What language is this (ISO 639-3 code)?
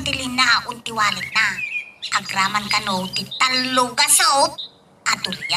ilo